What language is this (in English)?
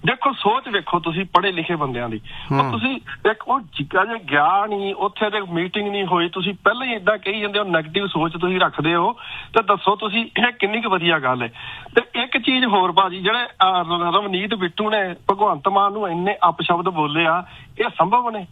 Punjabi